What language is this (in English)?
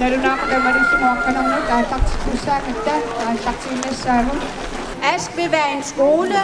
Kalaallisut